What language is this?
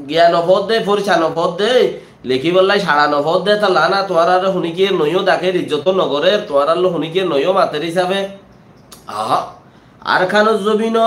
Rohingya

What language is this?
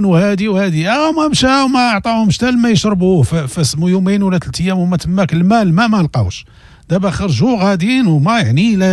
Moroccan Arabic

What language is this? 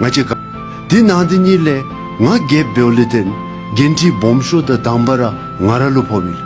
Tibetan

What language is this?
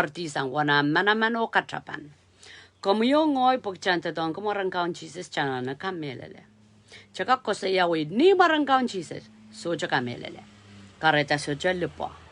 Pohnpeian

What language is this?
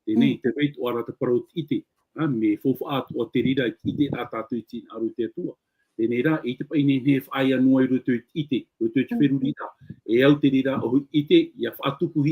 Tahitian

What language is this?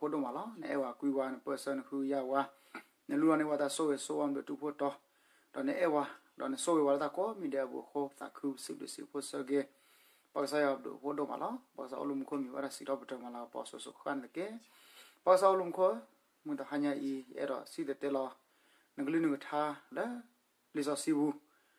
S'gaw Karen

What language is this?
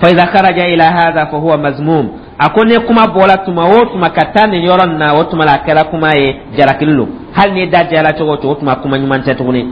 Dyula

